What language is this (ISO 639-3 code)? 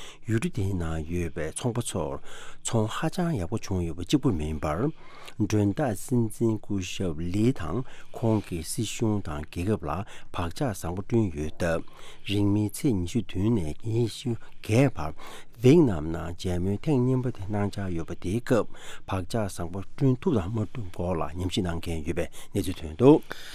bod